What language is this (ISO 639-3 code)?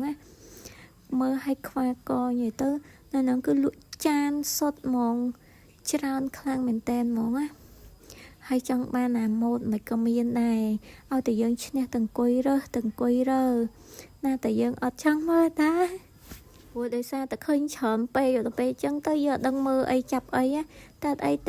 khm